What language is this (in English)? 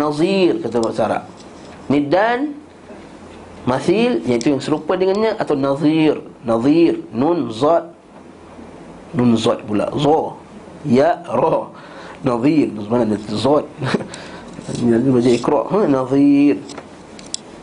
Malay